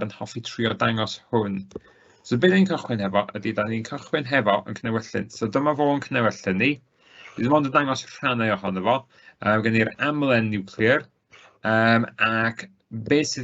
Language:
Welsh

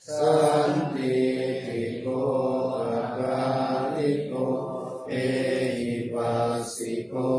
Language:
Pali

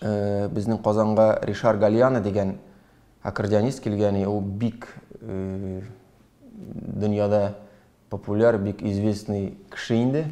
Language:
Tatar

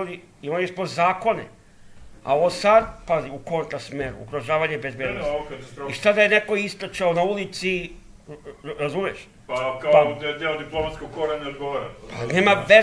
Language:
Serbian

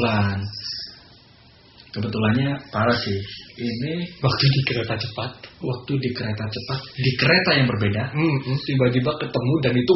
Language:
Indonesian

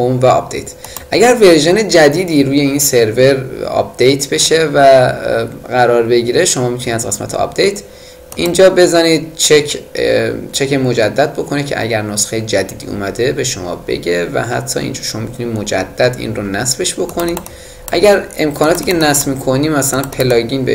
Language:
Persian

